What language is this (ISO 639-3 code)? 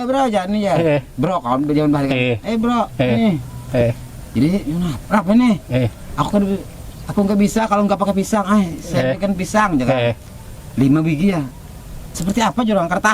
bjn